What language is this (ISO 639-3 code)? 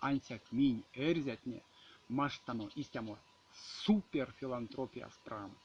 myv